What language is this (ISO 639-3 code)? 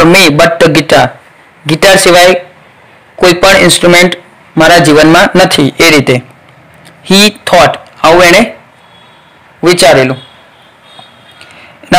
guj